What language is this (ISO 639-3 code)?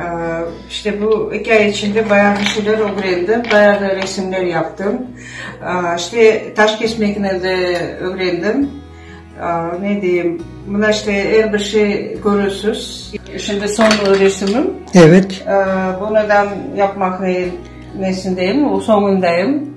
crh